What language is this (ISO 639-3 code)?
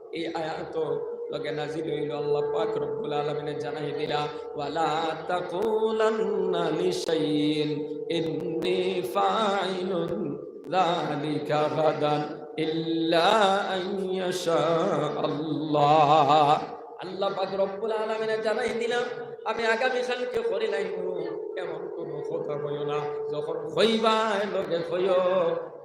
syl